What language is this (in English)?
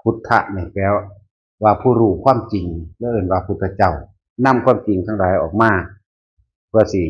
Northeastern Thai